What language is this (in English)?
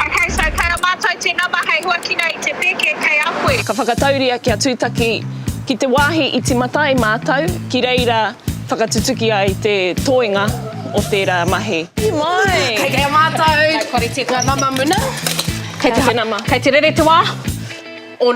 Māori